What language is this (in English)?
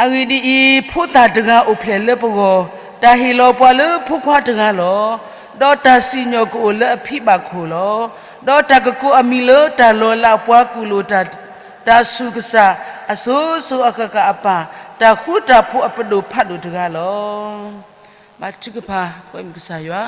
S'gaw Karen